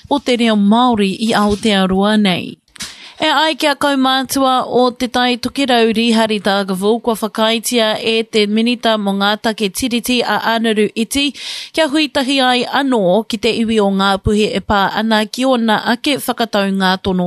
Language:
Māori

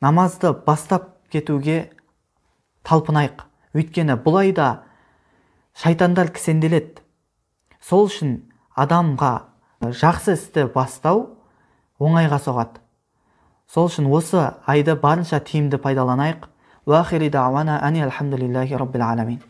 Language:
Kazakh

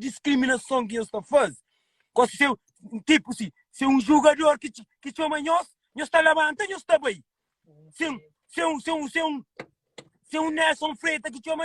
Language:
Kabuverdianu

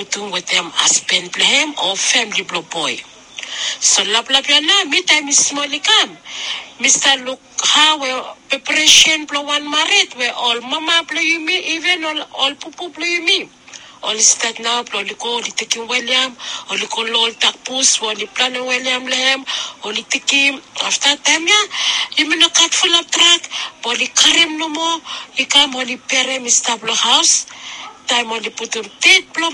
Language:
Bislama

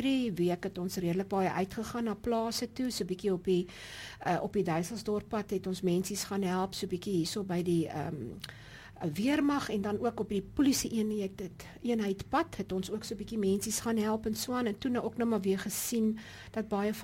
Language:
Afrikaans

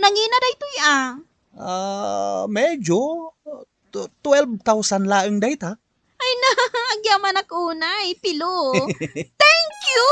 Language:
Iloko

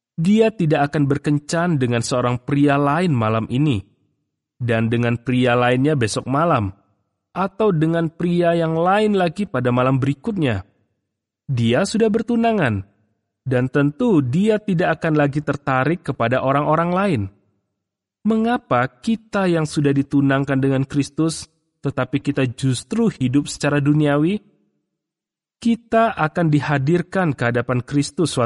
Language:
Indonesian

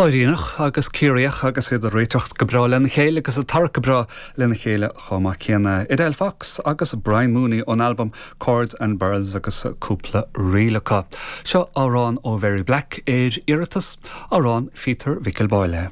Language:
Irish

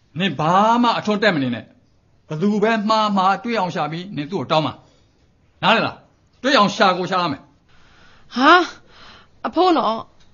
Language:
Burmese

